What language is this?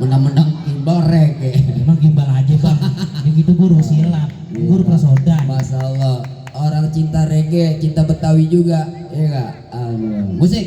Betawi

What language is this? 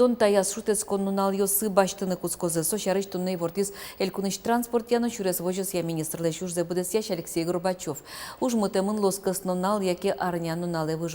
Udmurt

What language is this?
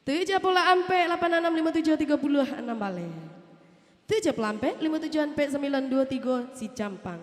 Minangkabau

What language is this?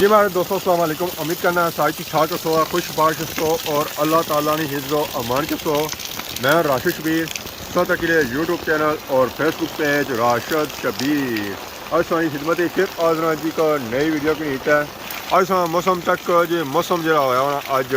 Pahari-Potwari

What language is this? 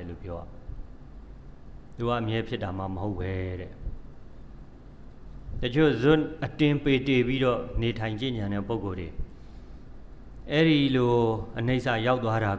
Burmese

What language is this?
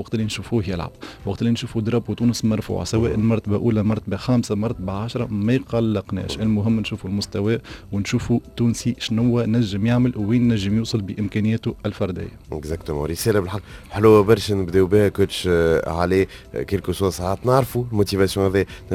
Tunisian Arabic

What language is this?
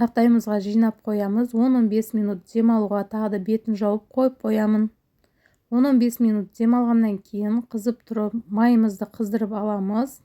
Kazakh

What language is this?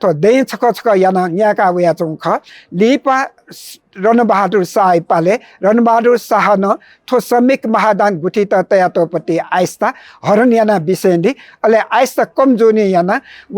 Newari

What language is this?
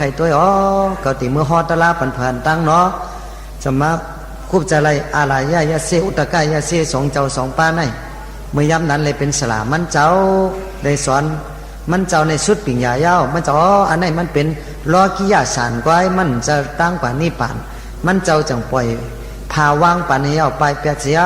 Shan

